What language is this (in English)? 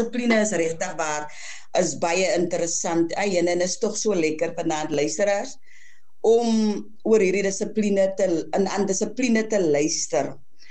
Afrikaans